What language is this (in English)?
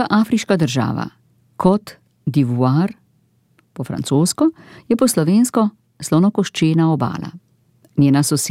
Slovenian